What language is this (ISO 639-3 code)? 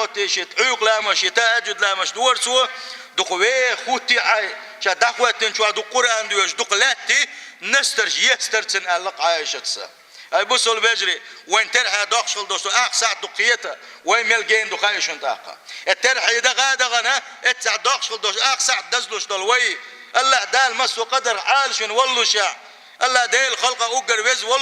che